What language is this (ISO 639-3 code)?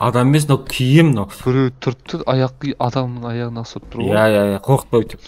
kaa